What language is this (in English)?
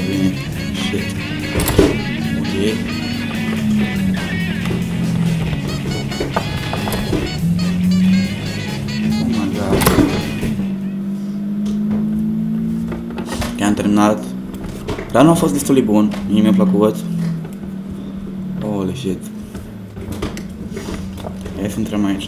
Romanian